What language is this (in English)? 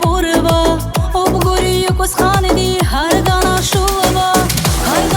Tabassaran